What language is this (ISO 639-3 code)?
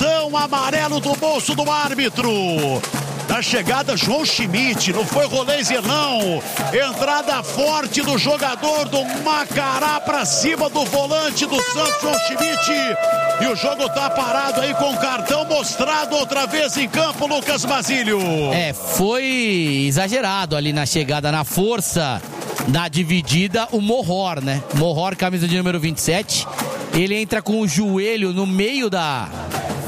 por